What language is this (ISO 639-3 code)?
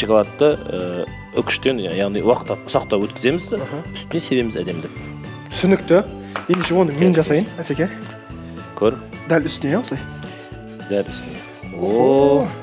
kaz